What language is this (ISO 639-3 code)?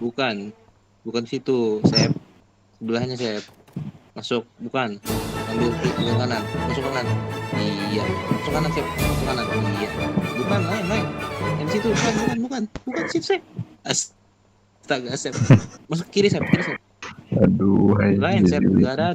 bjn